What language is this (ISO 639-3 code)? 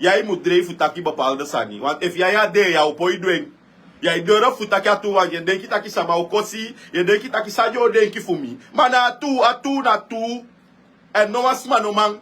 srn